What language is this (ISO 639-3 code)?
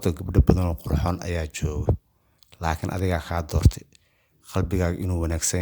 som